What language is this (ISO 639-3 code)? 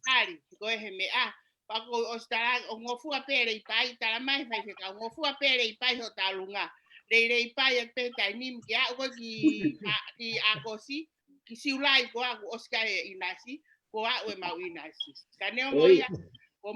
ton